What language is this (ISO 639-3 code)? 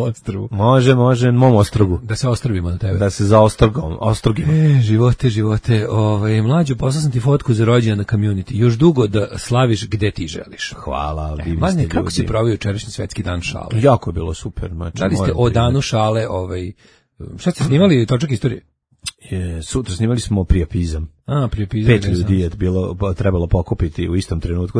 srp